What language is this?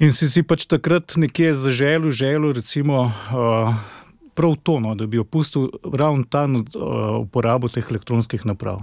Slovenian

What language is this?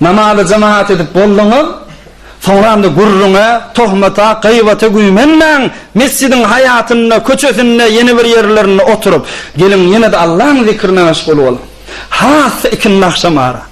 Turkmen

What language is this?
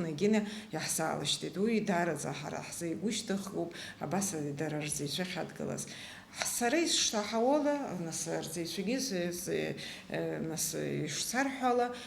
Abkhazian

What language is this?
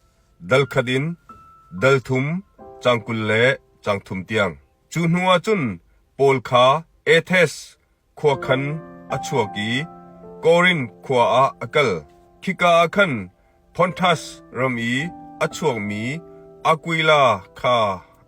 Hakha Chin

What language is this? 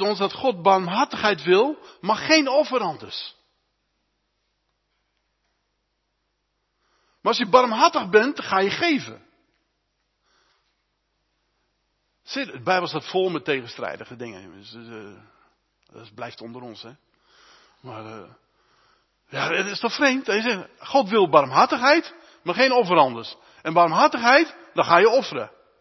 Dutch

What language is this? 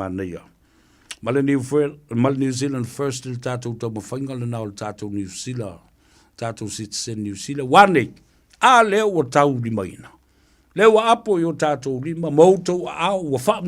Samoan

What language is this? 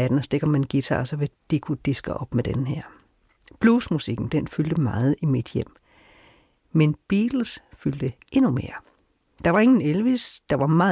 Danish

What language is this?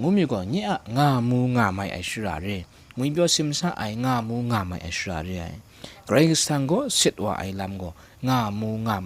Kachin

